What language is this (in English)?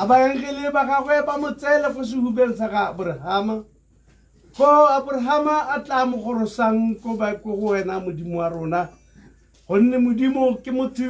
Tswana